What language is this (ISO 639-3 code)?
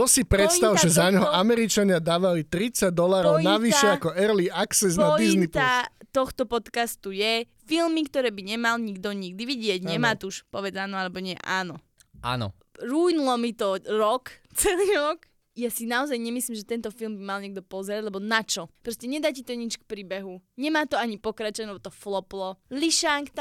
slk